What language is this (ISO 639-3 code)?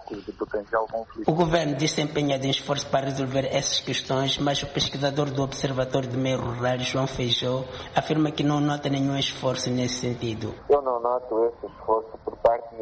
por